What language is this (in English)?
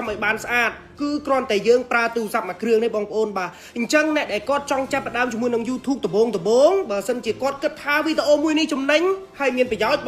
Khmer